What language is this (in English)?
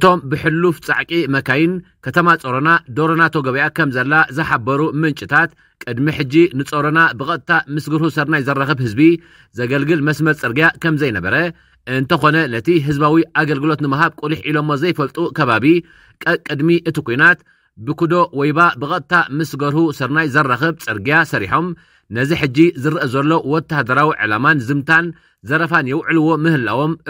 Tigrinya